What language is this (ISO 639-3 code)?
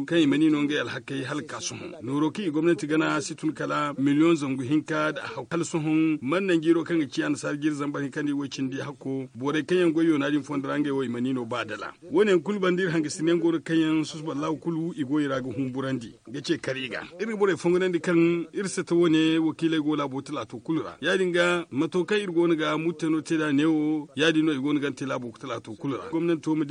dje